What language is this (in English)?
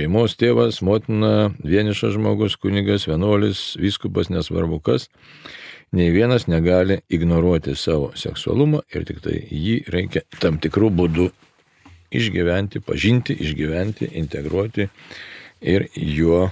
Lithuanian